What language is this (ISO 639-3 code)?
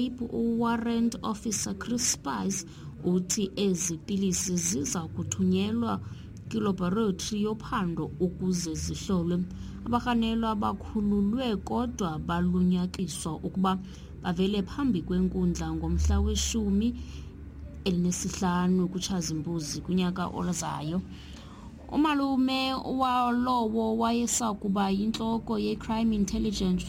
xho